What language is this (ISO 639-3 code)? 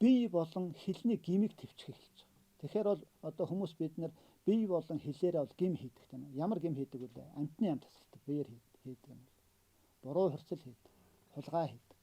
mon